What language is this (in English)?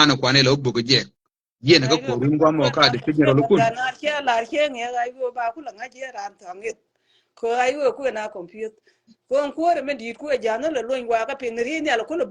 Nuer